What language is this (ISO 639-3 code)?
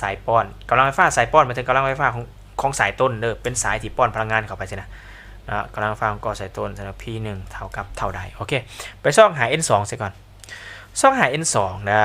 lao